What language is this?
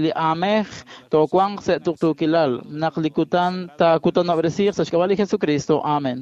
Kekchí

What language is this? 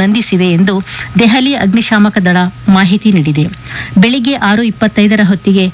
Kannada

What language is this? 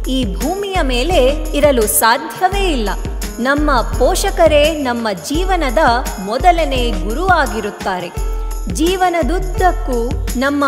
Kannada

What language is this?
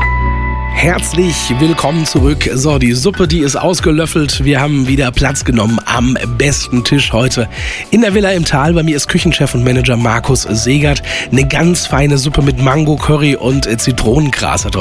German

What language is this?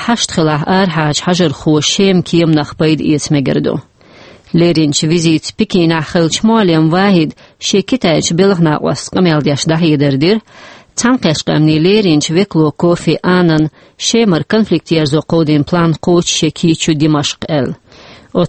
Chechen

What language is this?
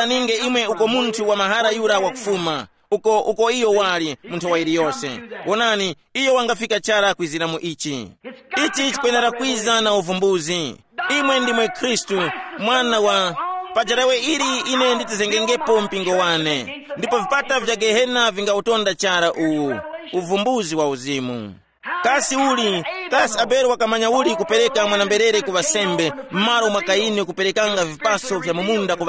Tumbuka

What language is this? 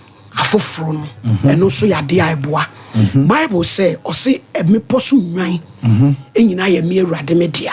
Akan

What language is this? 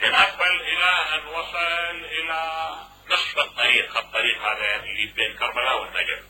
Mesopotamian Arabic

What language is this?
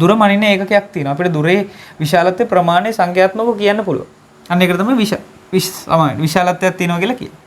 Sinhala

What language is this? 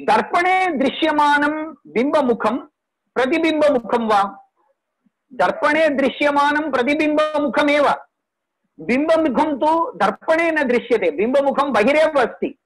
Sanskrit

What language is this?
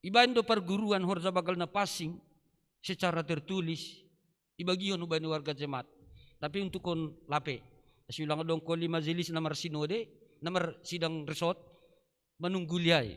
Batak Simalungun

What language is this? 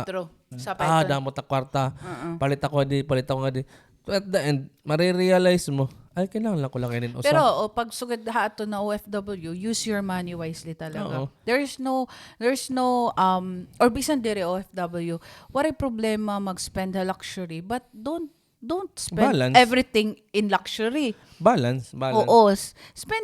Waray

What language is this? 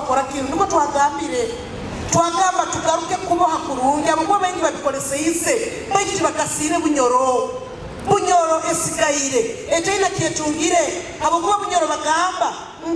Nyoro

